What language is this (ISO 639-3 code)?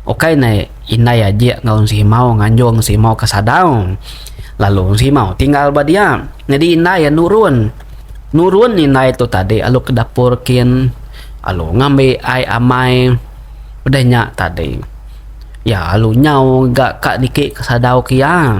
iba